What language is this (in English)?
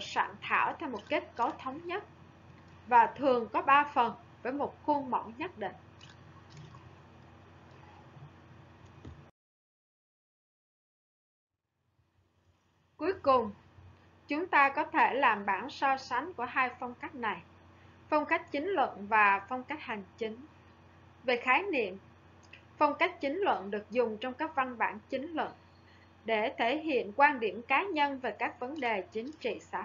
Vietnamese